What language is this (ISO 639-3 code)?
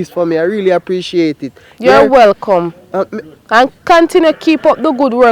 jam